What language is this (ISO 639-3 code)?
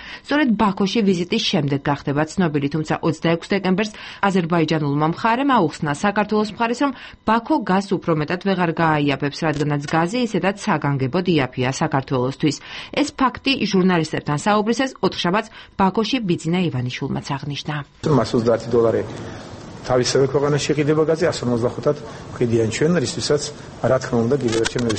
kat